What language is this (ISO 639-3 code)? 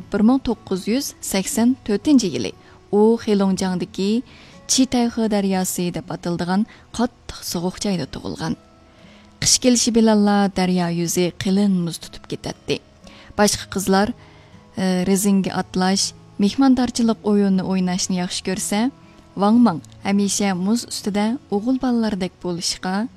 uig